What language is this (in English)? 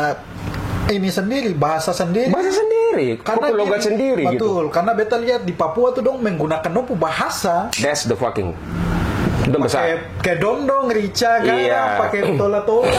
Ambonese Malay